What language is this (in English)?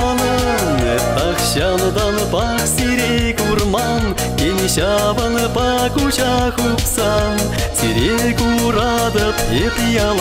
Chuvash